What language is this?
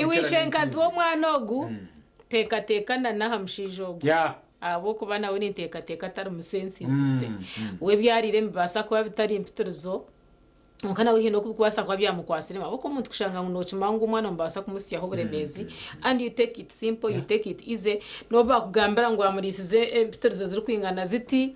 Nyankole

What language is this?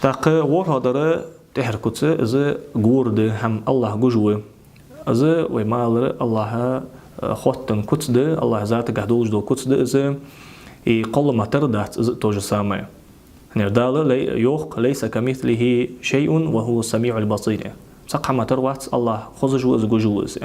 Ingush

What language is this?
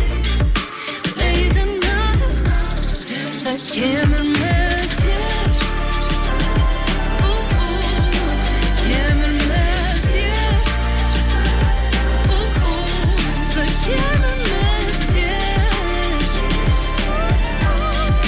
Icelandic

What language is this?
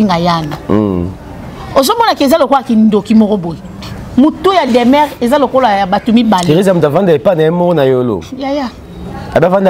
Lingala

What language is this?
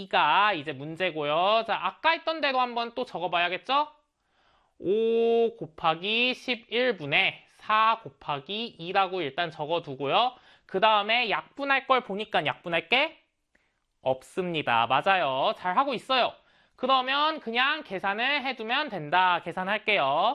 Korean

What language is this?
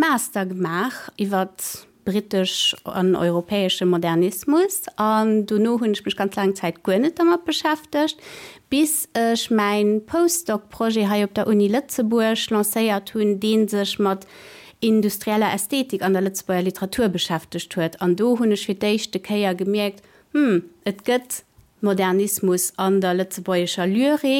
Luxembourgish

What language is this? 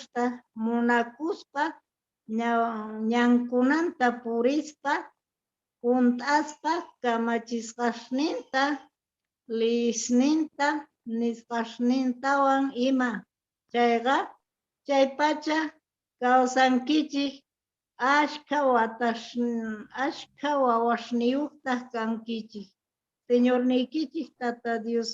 Quechua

